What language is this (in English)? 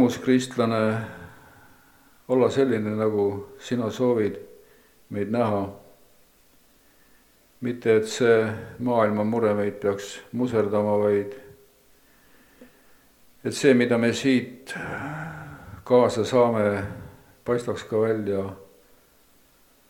Estonian